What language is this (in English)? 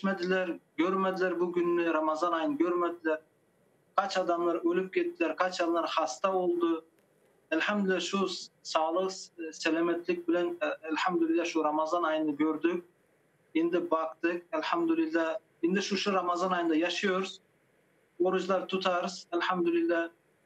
Crimean Tatar